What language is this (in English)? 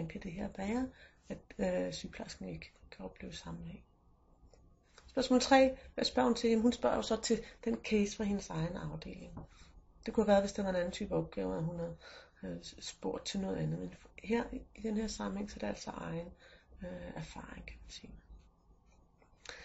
Danish